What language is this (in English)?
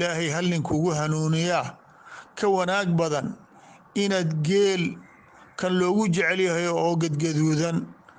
Somali